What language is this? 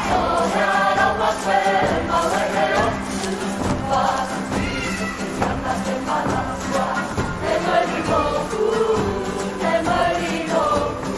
Māori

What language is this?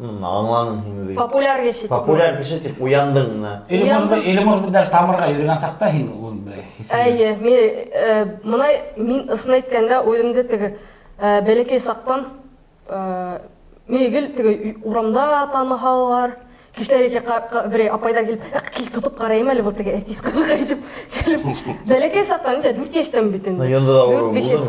Bashkir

